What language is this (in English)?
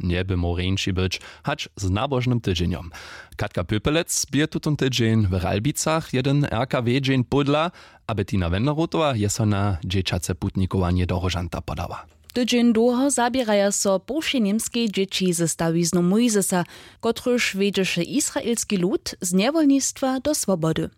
Upper Sorbian